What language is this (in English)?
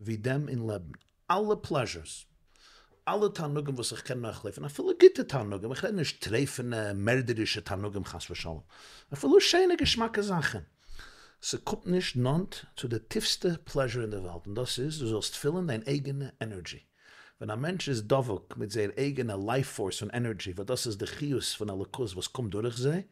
Yiddish